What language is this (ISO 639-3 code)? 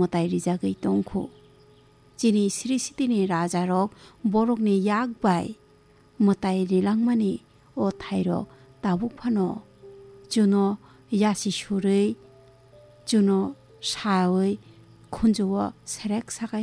trp